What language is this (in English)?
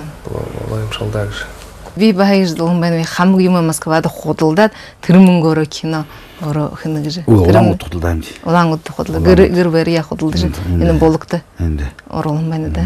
Buriat